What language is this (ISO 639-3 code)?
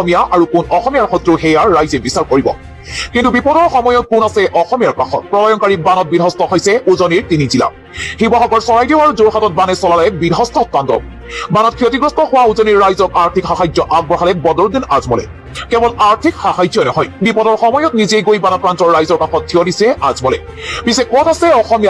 asm